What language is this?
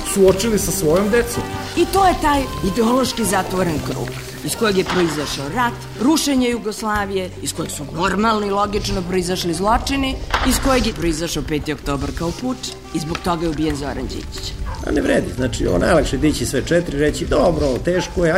Serbian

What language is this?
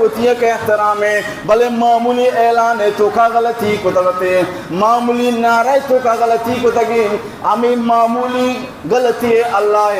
Baluchi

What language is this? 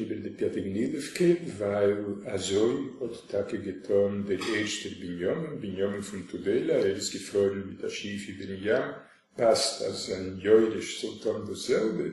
Yiddish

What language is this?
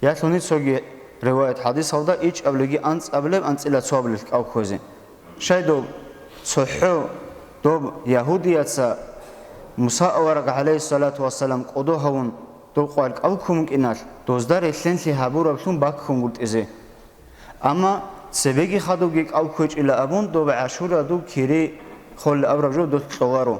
Avaric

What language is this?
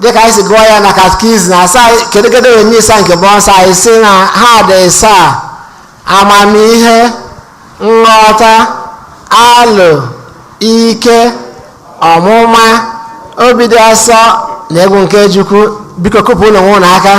Igbo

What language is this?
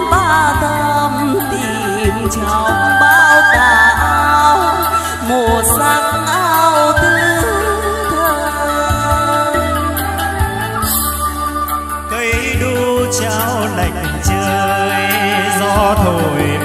Vietnamese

